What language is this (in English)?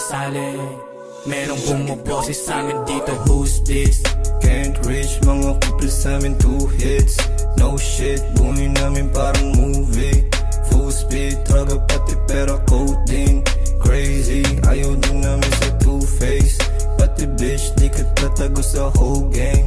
Filipino